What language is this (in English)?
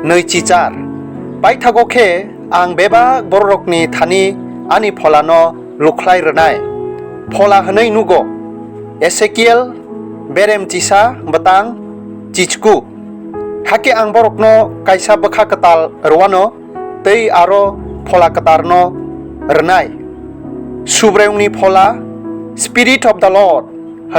Kok Borok